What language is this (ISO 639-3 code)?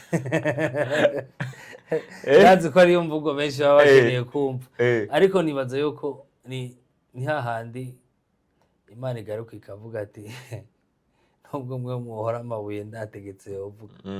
run